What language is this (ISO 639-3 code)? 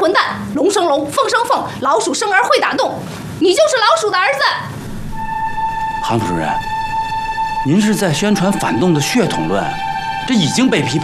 zho